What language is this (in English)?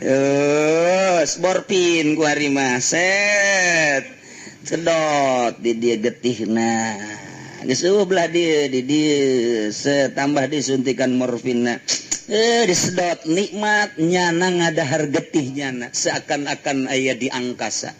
Sundanese